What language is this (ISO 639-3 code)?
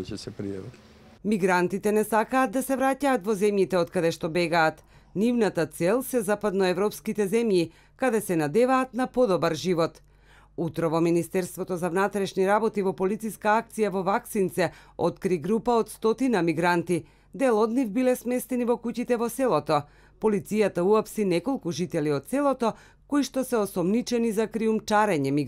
mkd